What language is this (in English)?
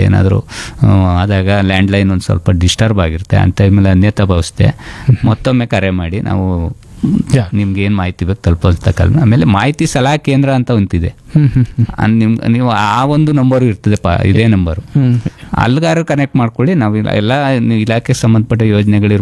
Kannada